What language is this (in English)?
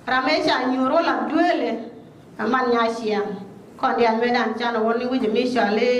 Nuer